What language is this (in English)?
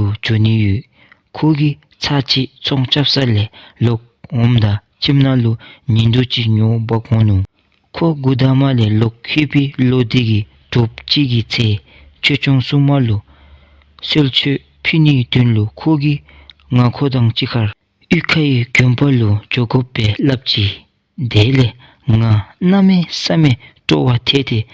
Dzongkha